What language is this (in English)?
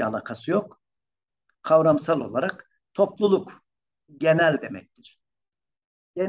Turkish